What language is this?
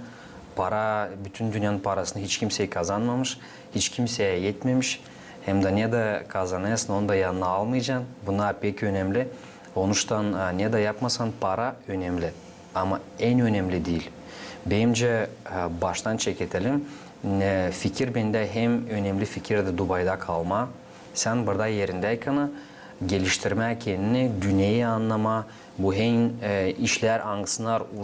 Gagauz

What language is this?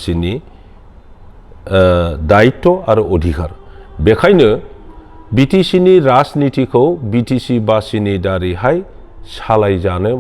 Bodo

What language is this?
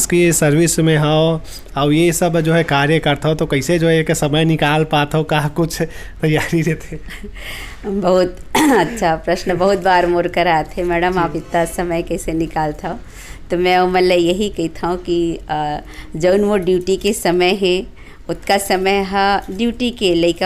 Chhattisgarhi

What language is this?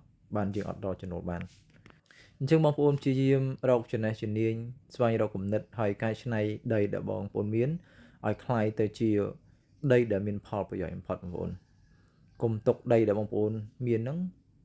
Khmer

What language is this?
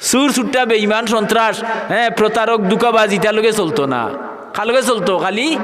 Sylheti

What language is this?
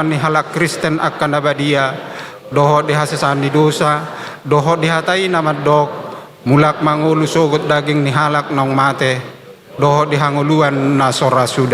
Batak Toba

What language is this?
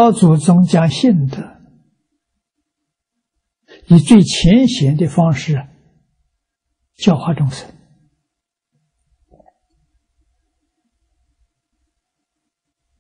Chinese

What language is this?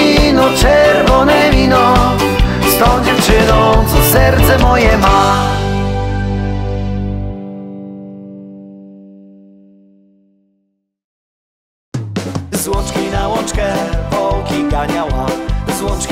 Polish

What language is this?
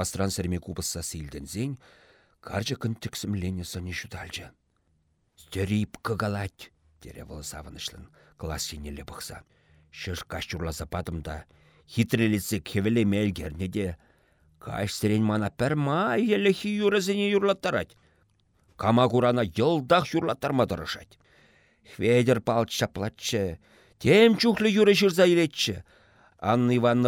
Chuvash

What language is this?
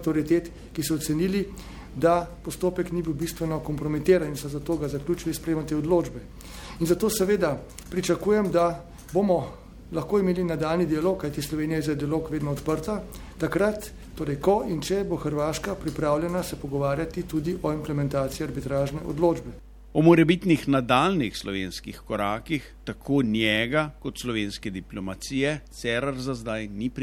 Slovenian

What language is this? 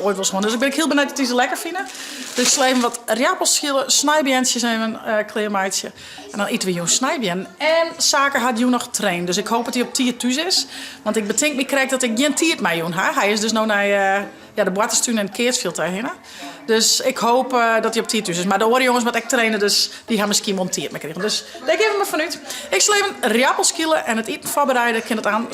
Western Frisian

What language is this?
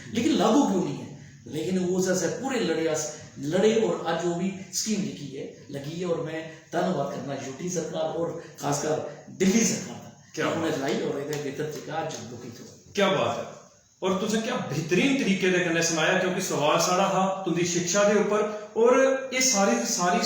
Dogri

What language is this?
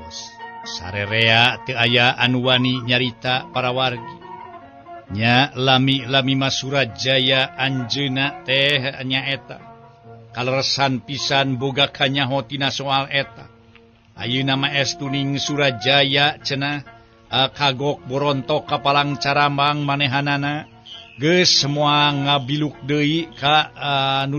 Sundanese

